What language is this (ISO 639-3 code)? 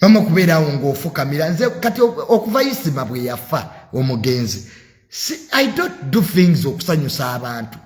lug